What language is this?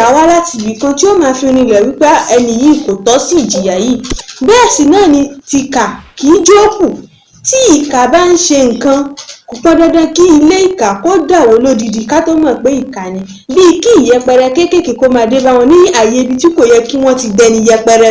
Yoruba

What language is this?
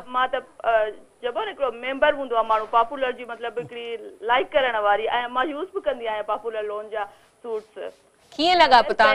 Sindhi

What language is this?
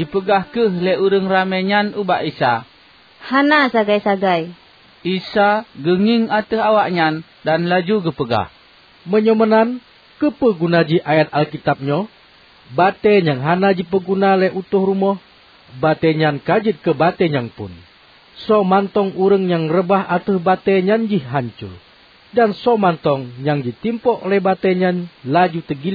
Achinese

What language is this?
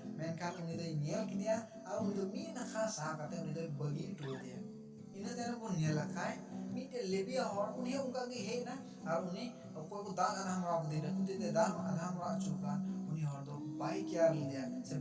Santali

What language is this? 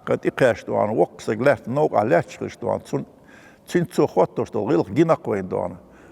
Chechen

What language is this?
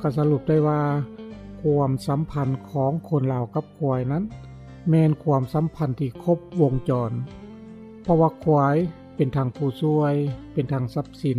Lao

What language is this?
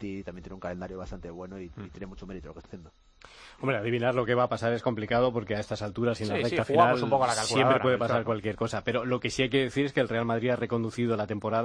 Spanish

